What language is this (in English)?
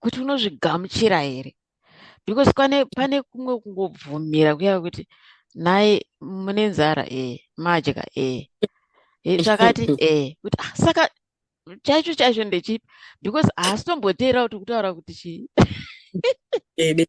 Shona